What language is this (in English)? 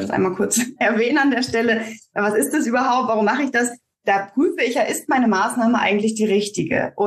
German